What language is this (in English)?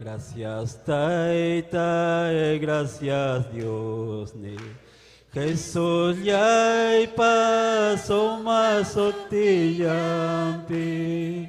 Ayacucho Quechua